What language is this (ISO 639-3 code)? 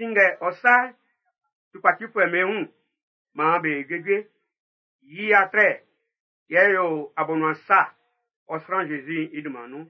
bci